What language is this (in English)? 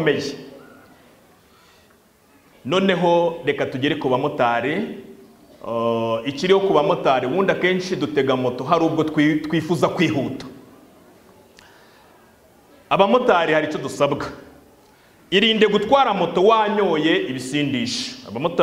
Kinyarwanda